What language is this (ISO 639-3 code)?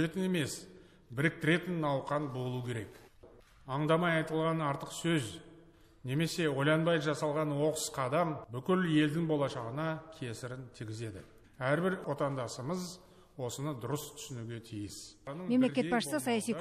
kaz